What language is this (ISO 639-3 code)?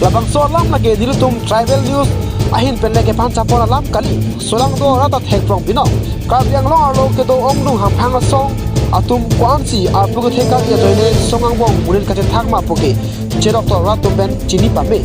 mjw